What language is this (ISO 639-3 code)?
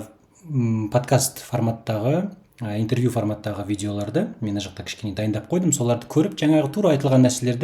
kaz